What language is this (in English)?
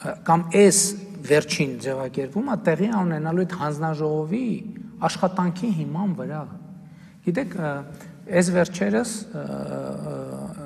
Armenian